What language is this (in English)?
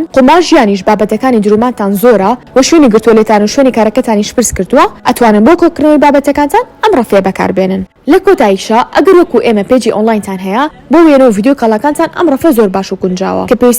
Central Kurdish